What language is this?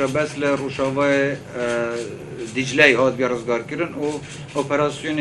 Kurdish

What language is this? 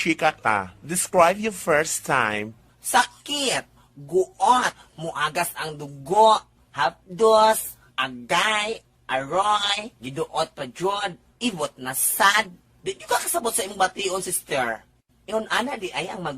Cebuano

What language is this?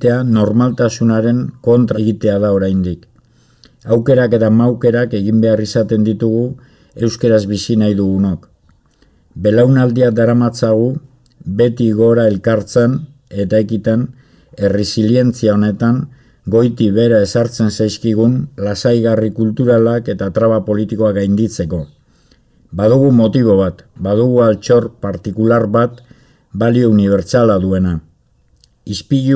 Basque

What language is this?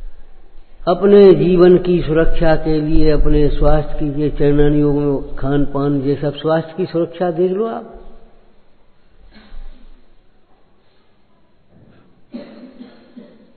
Hindi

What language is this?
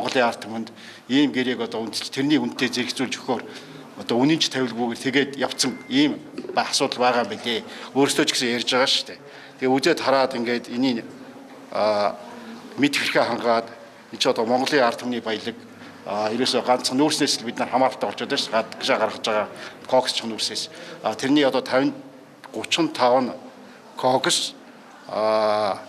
Mongolian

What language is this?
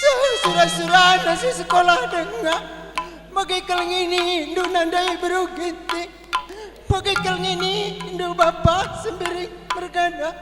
Batak Karo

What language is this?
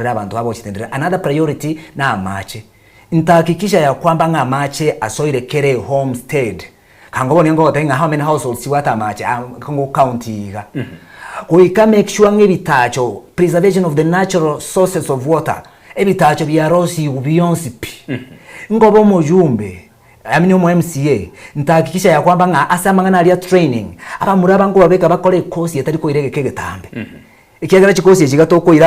Gusii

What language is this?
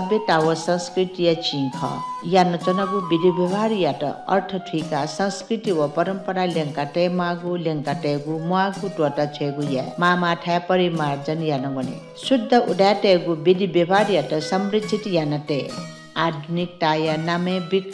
Newari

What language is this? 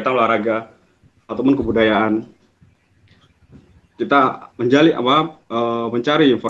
Indonesian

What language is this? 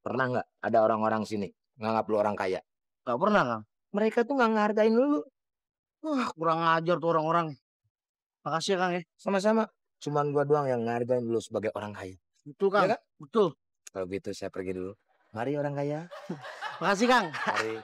Betawi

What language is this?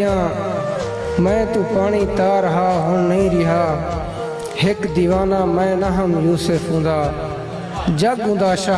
Saraiki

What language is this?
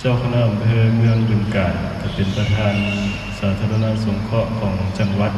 Lao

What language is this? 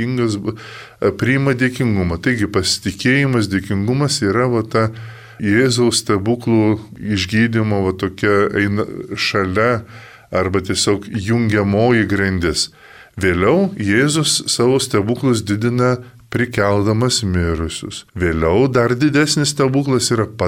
Lithuanian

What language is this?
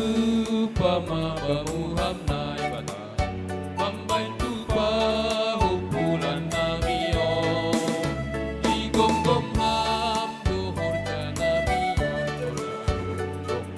Batak Simalungun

